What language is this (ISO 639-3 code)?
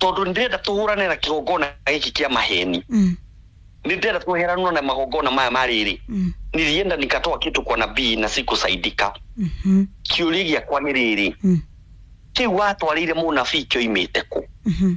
kik